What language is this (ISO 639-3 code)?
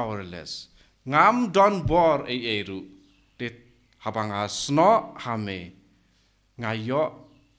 kha